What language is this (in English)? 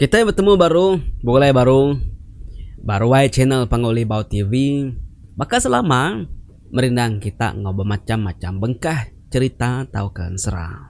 Iban